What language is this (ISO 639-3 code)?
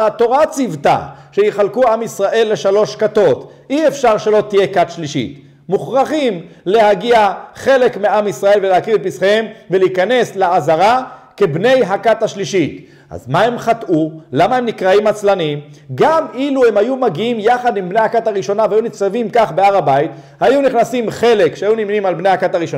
heb